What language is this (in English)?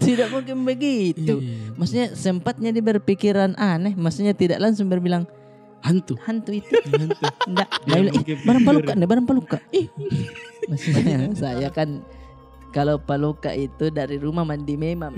Makassar Malay